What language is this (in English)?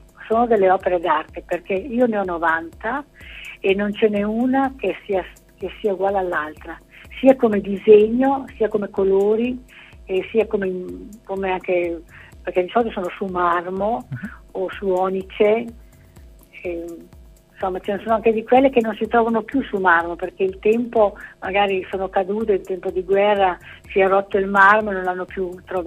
Italian